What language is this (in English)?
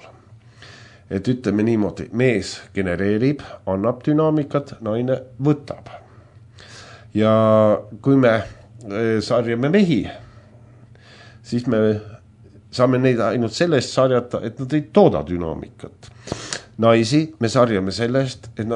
Estonian